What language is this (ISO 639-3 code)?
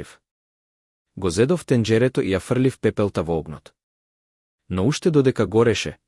mkd